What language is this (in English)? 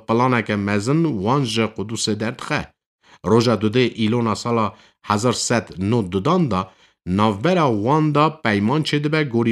Kurdish